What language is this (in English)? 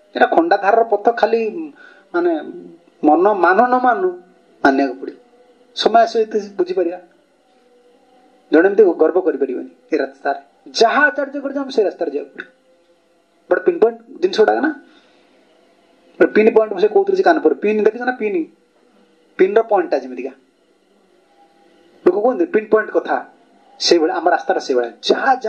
Odia